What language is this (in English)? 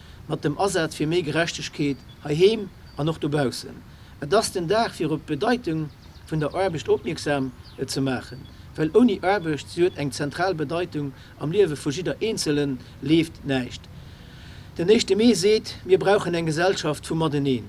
Luxembourgish